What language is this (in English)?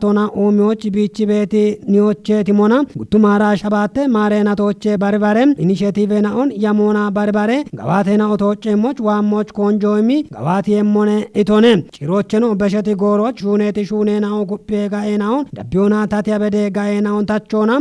Kafa